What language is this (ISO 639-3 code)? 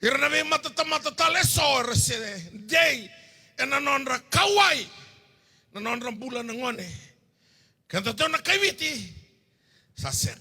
fij